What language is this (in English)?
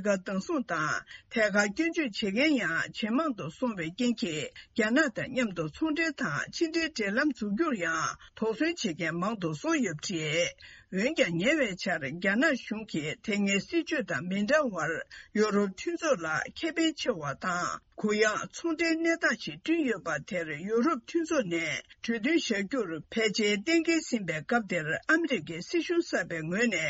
Tibetan